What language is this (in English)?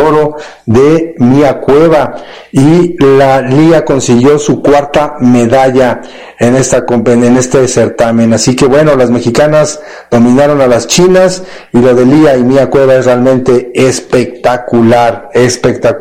Spanish